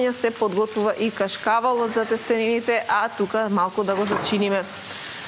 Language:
Macedonian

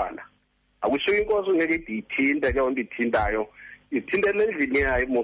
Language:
Xhosa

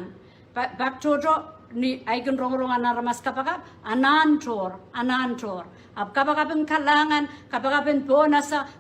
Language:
Pohnpeian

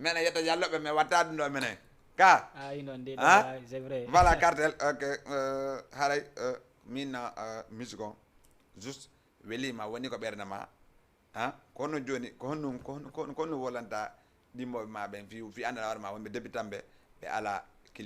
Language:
Fula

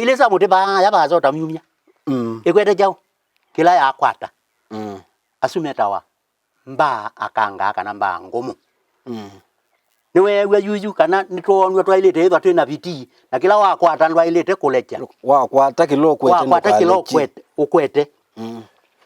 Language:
Kamba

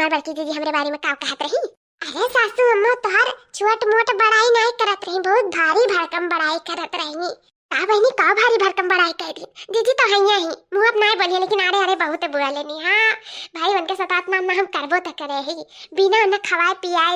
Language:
Awadhi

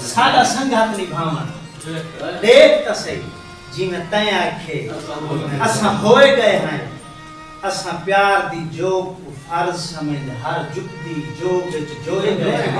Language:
Saraiki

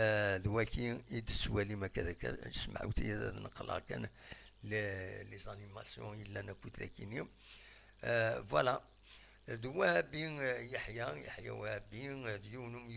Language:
Kabyle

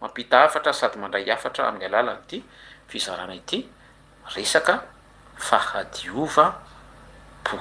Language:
Malagasy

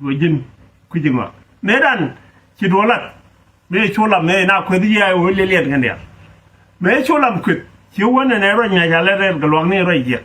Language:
Nuer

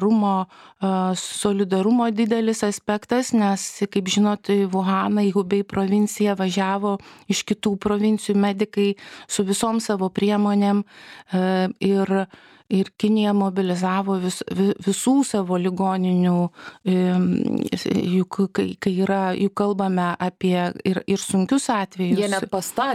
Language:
Lithuanian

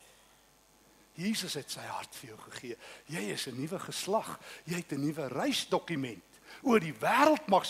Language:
Afrikaans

